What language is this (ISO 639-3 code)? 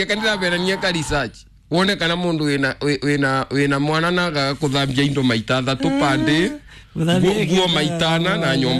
kik